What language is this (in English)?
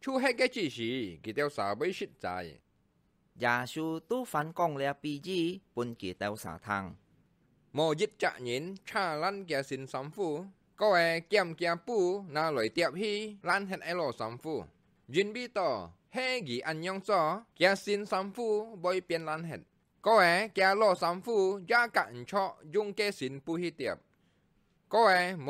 Hakka Chinese